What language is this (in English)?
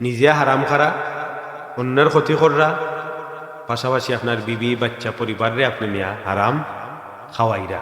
Sylheti